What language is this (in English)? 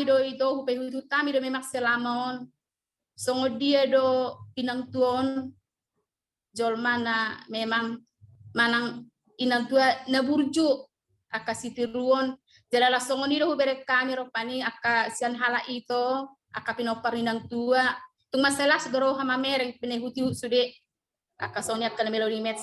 Batak Toba